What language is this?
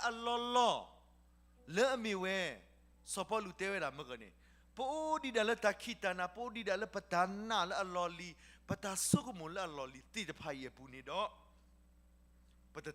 S'gaw Karen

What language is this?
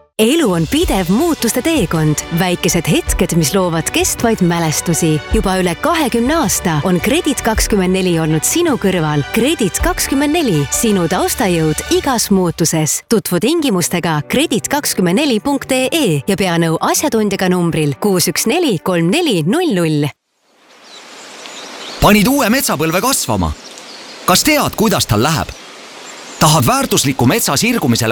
Estonian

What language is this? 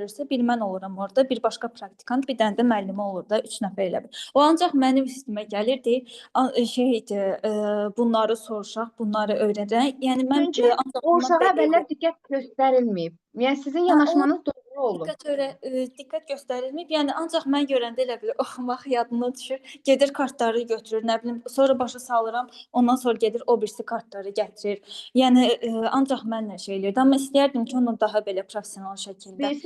Azerbaijani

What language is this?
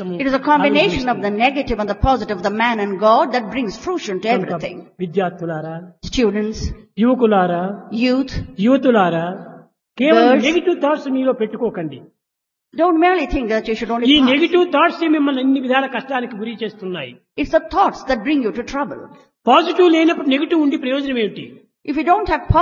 Telugu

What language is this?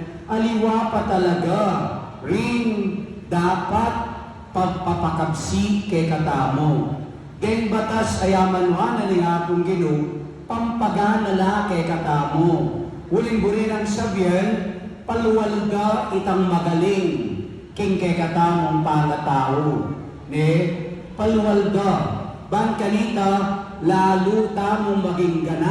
Pampanga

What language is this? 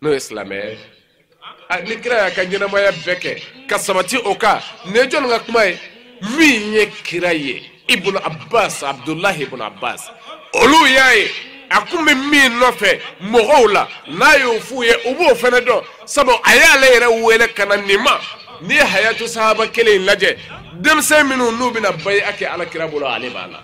Bambara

